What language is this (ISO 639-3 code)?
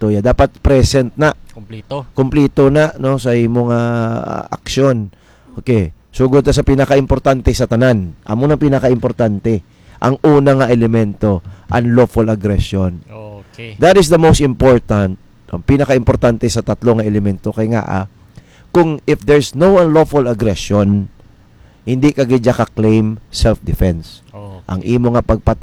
hil